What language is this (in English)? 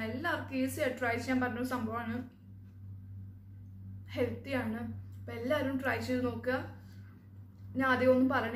Malayalam